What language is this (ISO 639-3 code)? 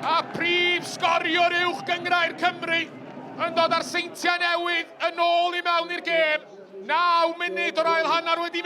cym